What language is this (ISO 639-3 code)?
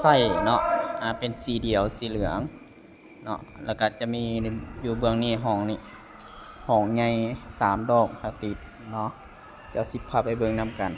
lao